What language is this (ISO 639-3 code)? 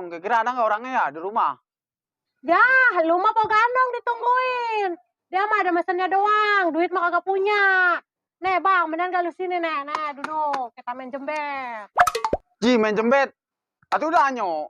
bew